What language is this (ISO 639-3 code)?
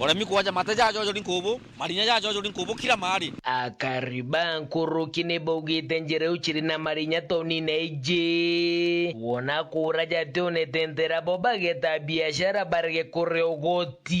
mer